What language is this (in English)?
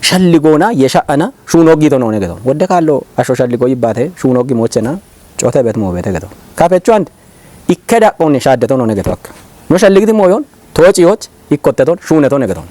Kafa